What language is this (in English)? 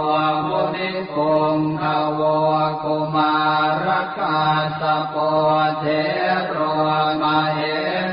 Pali